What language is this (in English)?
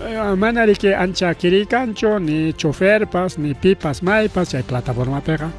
Ayacucho Quechua